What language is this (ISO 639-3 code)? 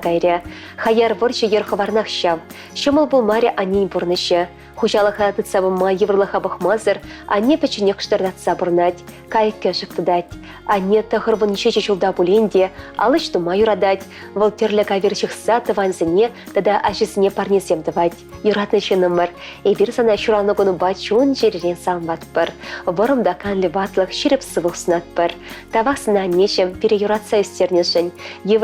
chv